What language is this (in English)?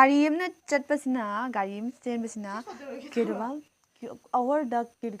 Manipuri